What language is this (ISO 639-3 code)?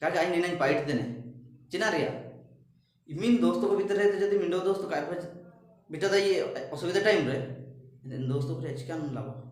hoc